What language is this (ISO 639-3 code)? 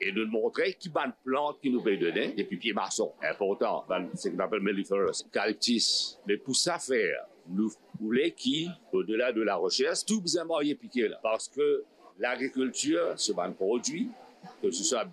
mfe